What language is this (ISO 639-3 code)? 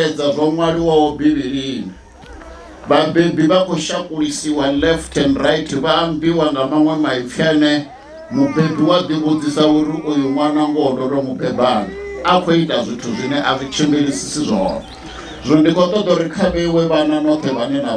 ven